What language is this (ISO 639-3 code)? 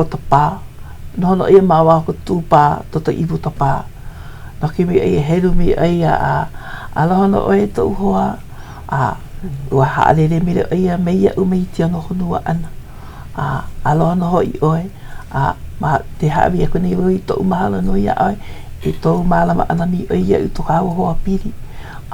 haw